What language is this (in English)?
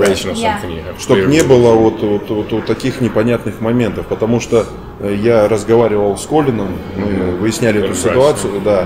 Russian